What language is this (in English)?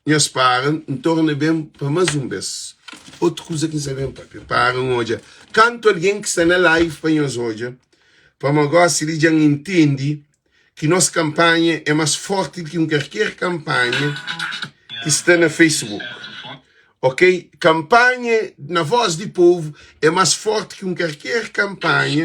Kabuverdianu